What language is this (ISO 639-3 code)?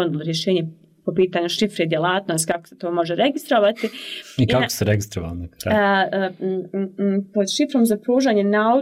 bos